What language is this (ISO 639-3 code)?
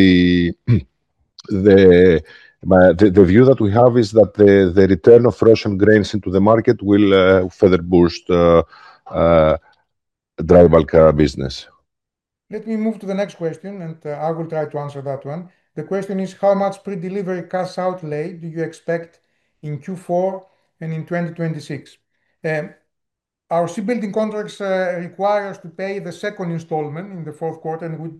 eng